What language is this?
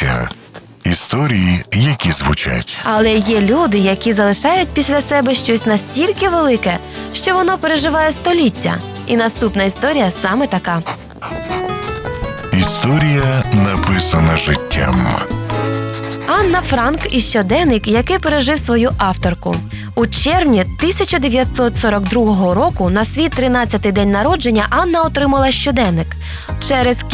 Ukrainian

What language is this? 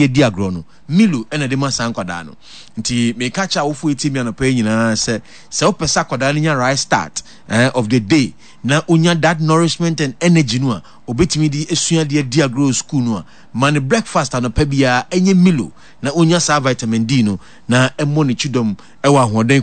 Akan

